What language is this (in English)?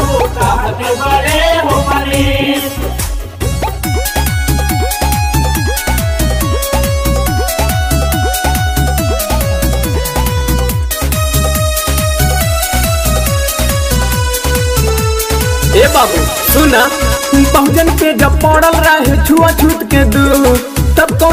Bhojpuri